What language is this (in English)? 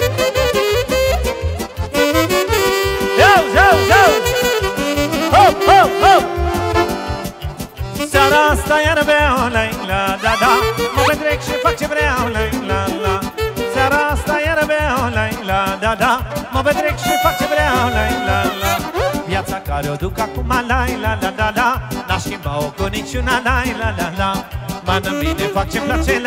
Romanian